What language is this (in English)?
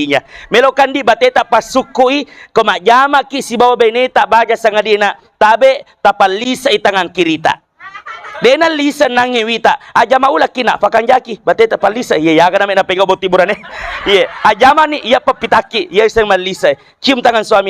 Buginese